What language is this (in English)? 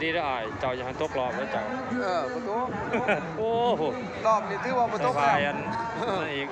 Lao